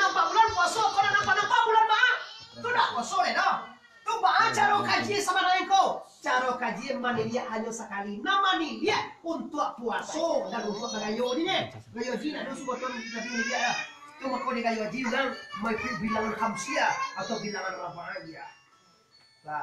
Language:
Minangkabau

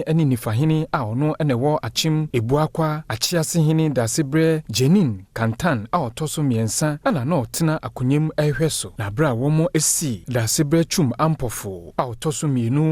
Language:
Akan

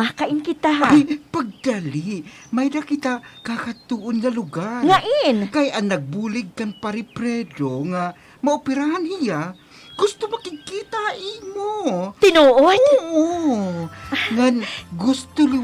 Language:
Waray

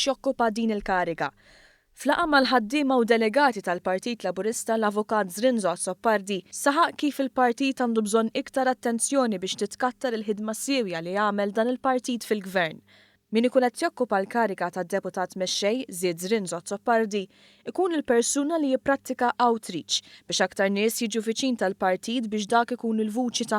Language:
Maltese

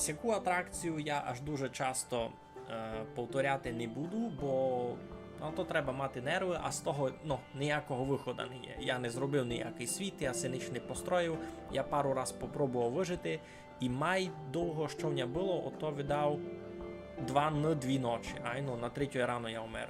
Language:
Rusyn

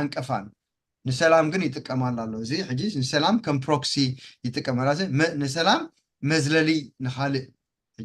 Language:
Tigrinya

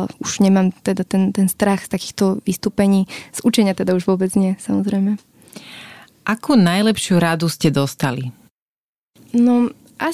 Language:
Slovak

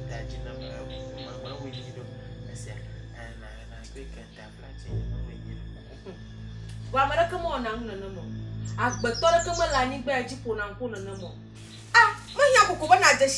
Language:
Ewe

